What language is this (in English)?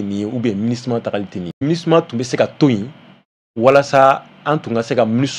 Bambara